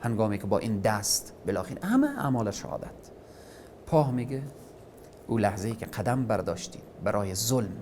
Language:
Persian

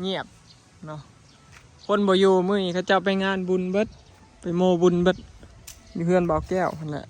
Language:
Northeastern Thai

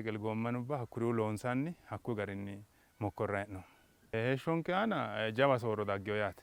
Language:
Sidamo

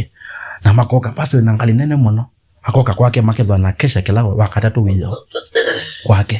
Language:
Kamba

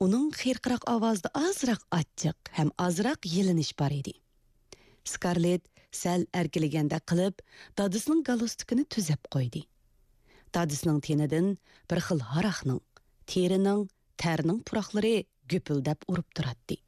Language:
Uyghur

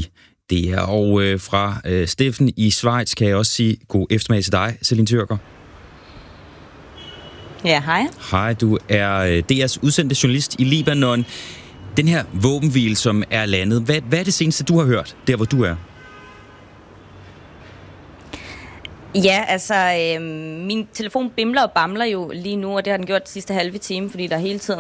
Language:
Danish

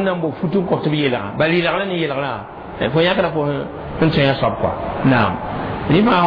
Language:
Mossi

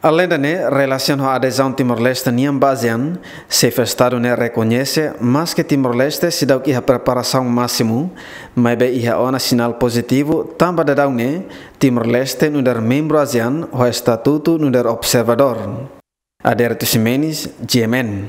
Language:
Tetum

